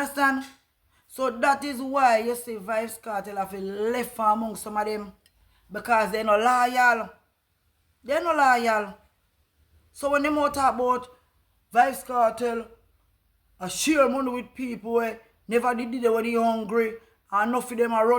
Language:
Jamaican Creole English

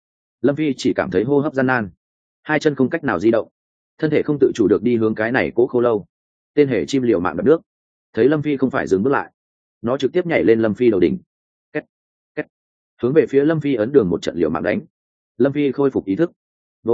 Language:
Vietnamese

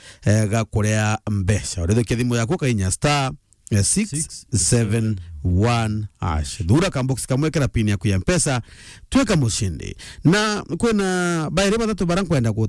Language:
Meru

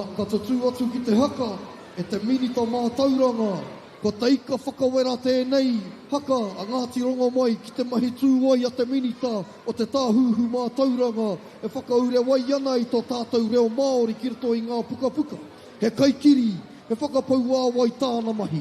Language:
Māori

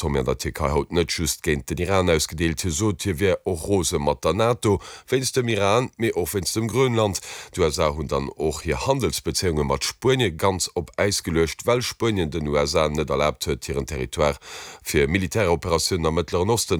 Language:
Luxembourgish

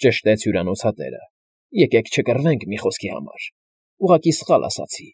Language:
Armenian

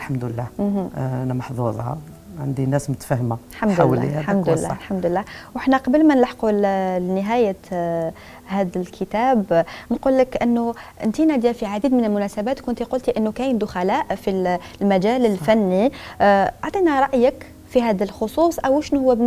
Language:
Algerian Arabic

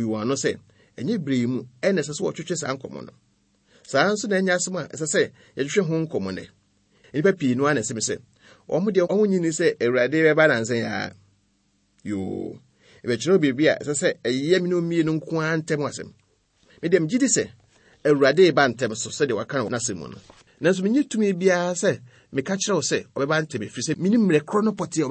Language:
Akan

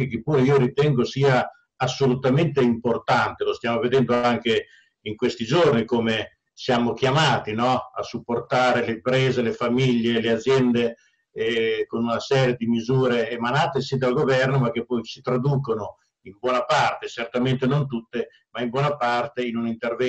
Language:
Italian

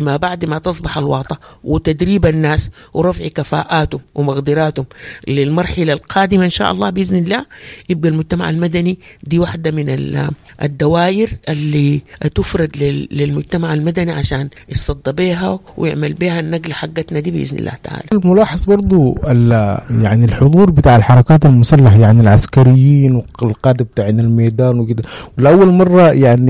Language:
Sudanese Arabic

